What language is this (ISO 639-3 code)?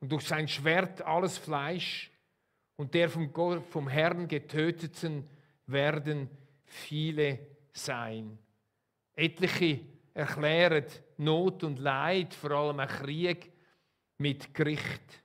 gsw